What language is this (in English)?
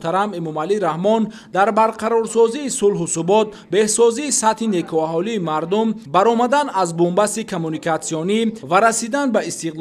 Tajik